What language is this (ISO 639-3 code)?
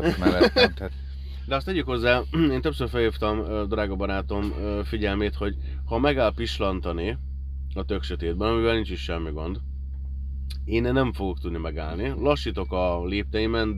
hun